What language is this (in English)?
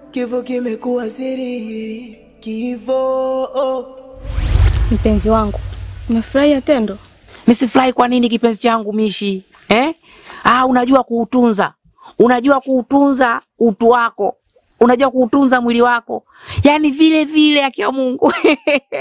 Swahili